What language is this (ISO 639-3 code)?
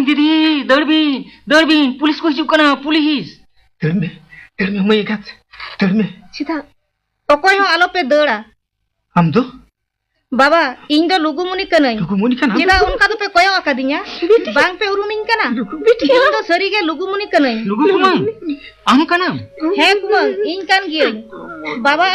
sat